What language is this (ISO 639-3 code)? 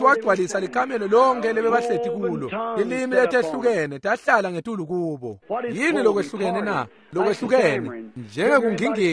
ssw